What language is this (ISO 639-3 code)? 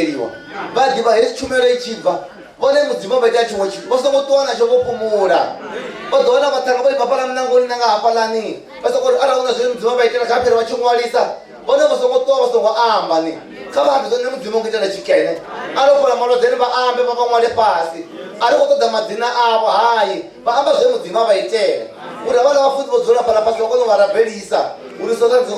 ven